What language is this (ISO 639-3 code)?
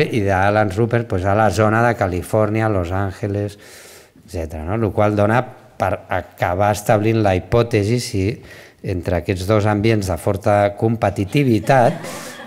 cat